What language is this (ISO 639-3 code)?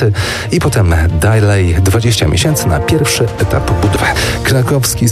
pol